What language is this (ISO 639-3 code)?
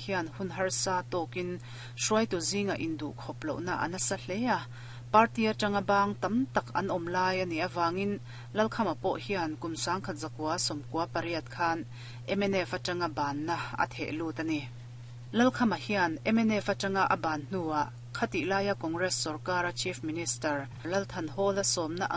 lus